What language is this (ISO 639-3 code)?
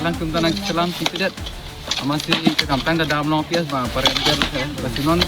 mjw